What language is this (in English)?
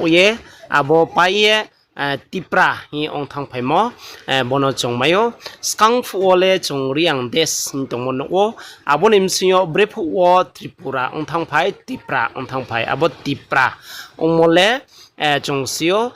Riang (India)